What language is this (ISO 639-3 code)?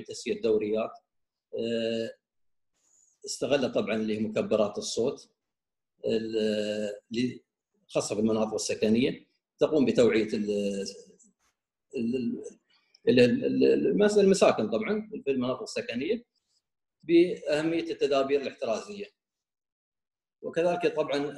ara